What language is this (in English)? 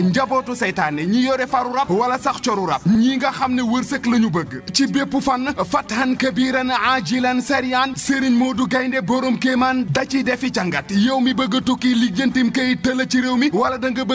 Wolof